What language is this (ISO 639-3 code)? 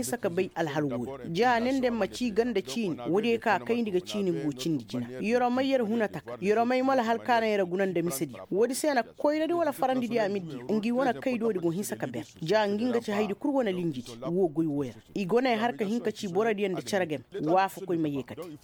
ses